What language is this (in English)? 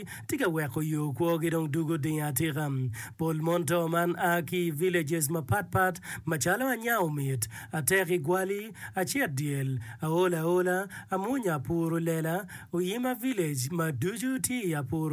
Acoli